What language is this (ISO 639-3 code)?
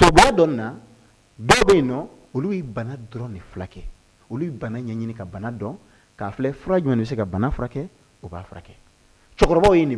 bam